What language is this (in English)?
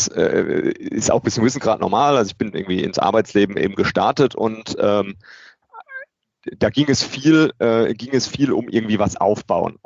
German